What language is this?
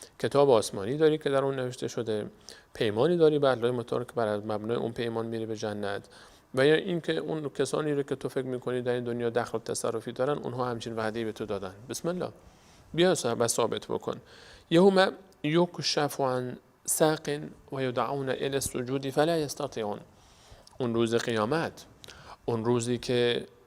Persian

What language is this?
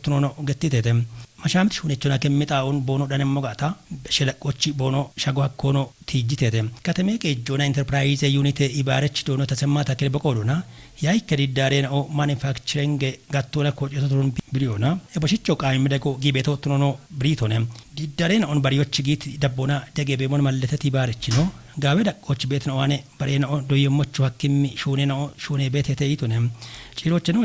Kafa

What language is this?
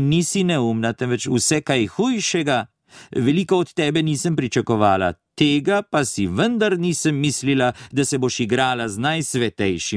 Slovenian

